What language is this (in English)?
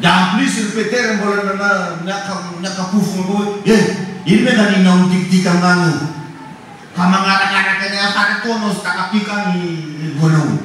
Malagasy